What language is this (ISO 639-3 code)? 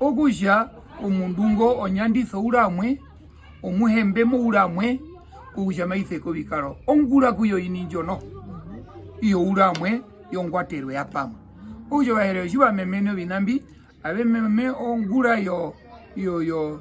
her